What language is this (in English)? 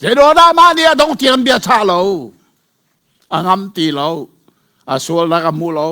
Hakha Chin